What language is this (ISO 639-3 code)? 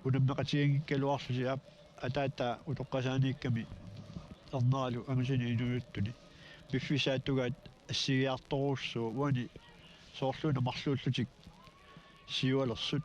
kal